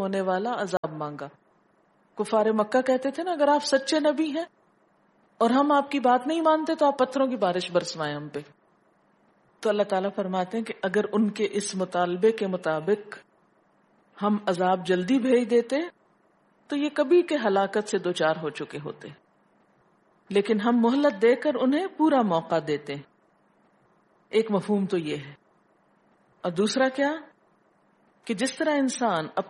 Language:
Urdu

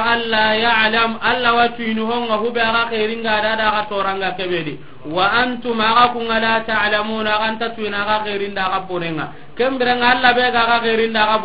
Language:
Soninke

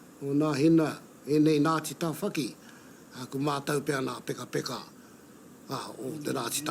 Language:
Māori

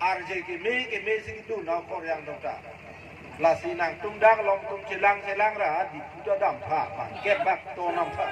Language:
Karbi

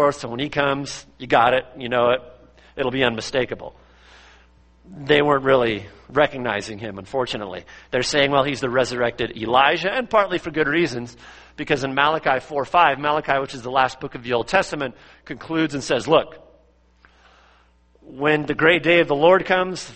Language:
English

